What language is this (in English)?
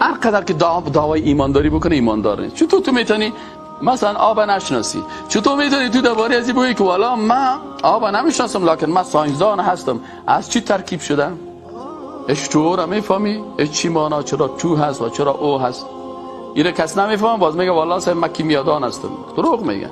Persian